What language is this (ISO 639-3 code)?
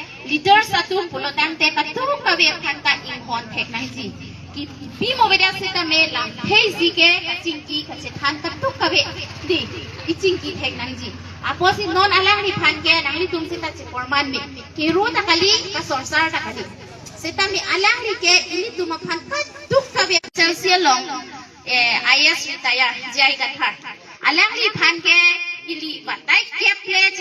mjw